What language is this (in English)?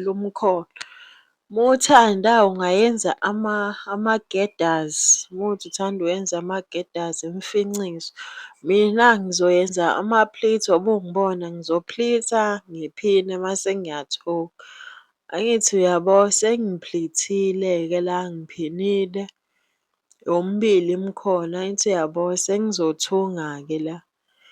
Zulu